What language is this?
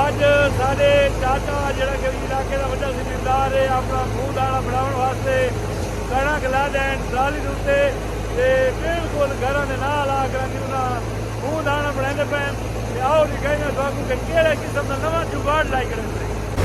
Saraiki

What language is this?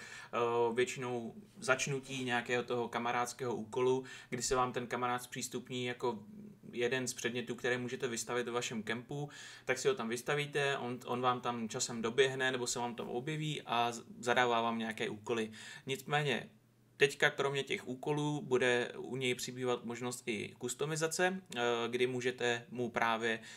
Czech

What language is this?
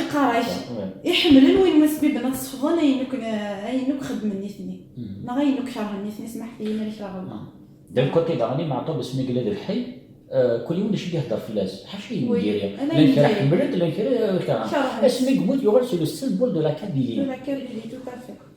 Kabyle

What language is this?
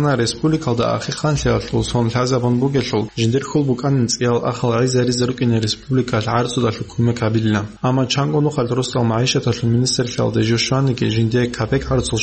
Avaric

